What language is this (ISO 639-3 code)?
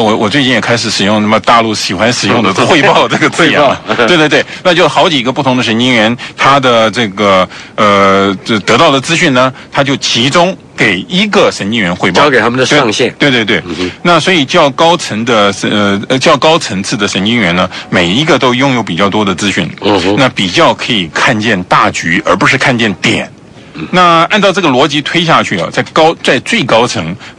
zho